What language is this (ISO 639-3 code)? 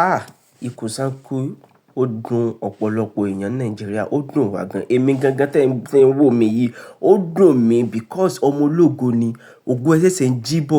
yor